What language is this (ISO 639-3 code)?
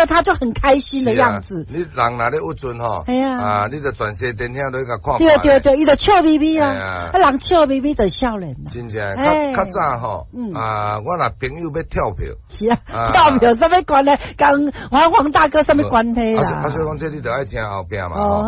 nan